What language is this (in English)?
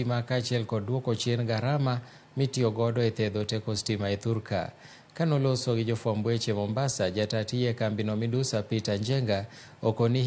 Luo (Kenya and Tanzania)